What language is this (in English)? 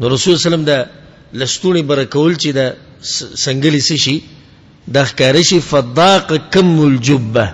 Pashto